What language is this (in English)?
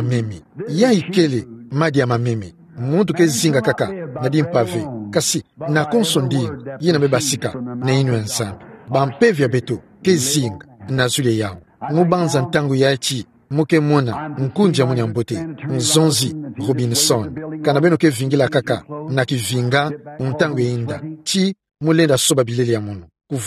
Kituba (Democratic Republic of Congo)